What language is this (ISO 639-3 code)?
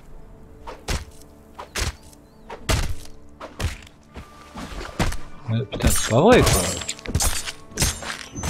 fra